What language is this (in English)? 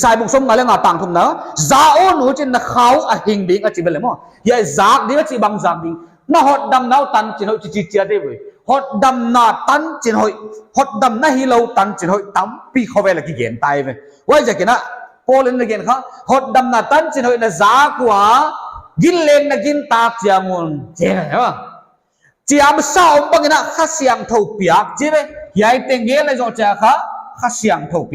Paite Chin